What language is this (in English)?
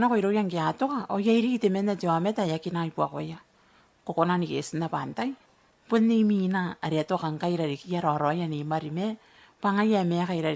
Gilbertese